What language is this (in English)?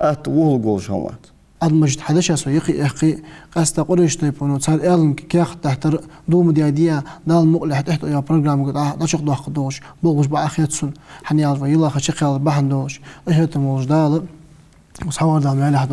Ingush